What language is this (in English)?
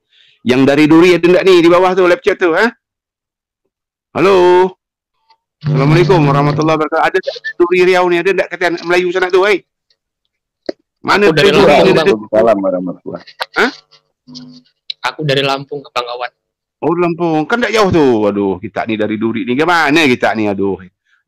Indonesian